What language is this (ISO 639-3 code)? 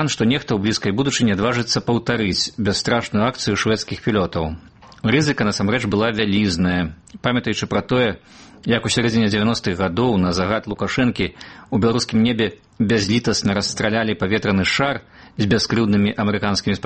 bel